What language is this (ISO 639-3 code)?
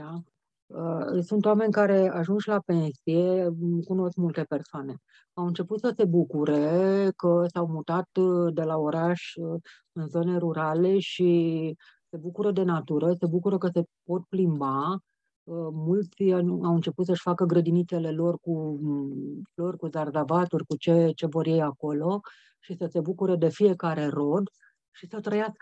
ron